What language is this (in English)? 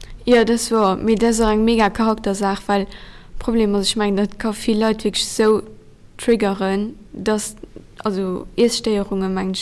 Luxembourgish